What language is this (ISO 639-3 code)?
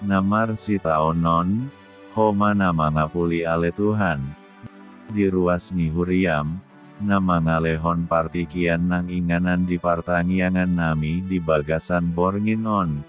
bbc